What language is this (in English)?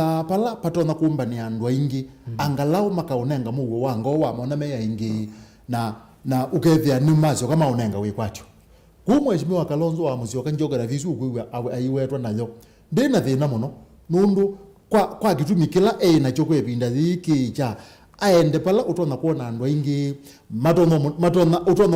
Kamba